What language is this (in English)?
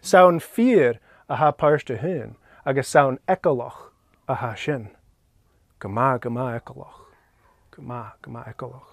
Scottish Gaelic